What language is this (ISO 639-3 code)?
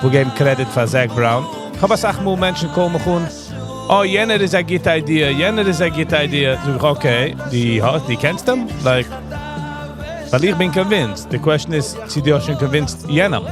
yid